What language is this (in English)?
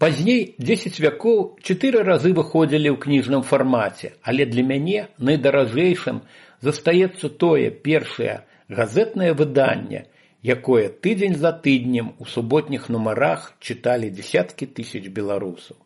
Belarusian